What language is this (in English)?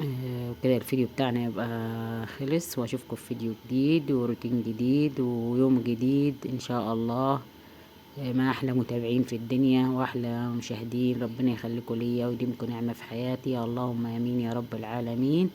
Egyptian Arabic